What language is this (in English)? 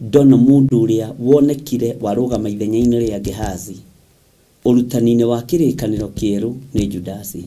Kikuyu